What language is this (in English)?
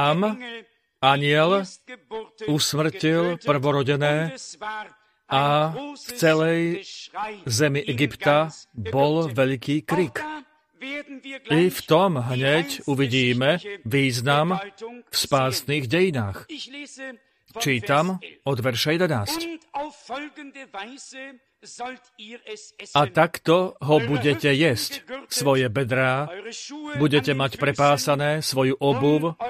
Slovak